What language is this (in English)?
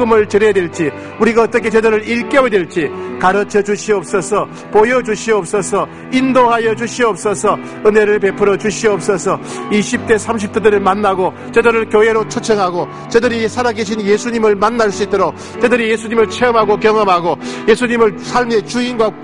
Korean